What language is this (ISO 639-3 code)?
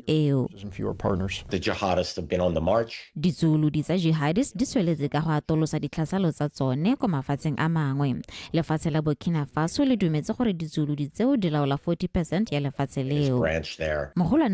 tsn